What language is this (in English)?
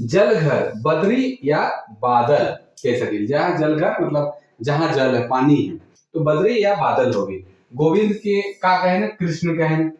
Sadri